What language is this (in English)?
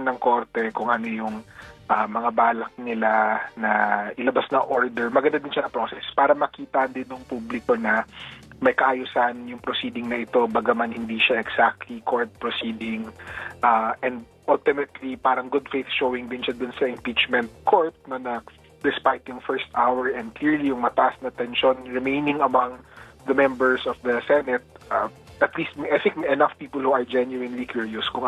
Filipino